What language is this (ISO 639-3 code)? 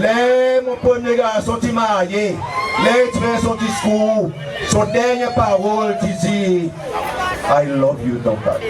crs